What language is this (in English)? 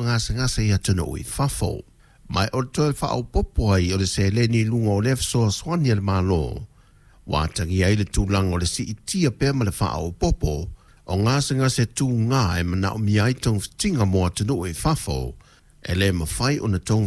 Samoan